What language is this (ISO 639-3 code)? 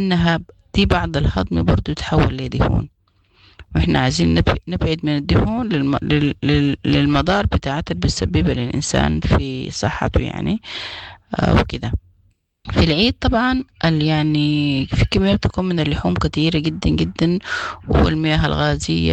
apd